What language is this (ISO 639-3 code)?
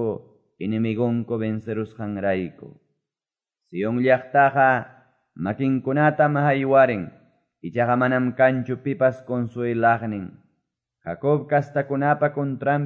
que